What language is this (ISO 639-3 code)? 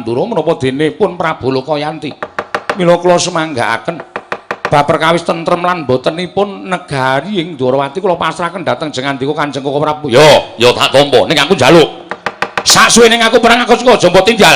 jav